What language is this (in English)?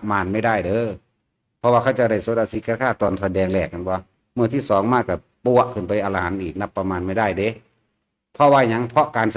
Northeastern Thai